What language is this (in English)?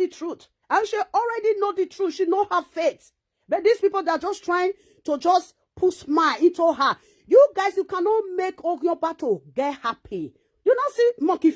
Nigerian Pidgin